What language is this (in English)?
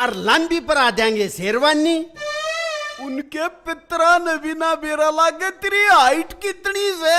Haryanvi